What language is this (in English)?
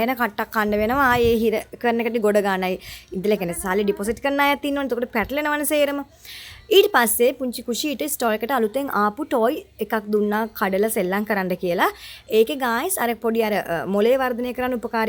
Sinhala